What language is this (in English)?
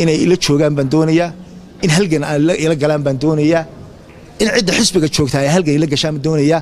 Somali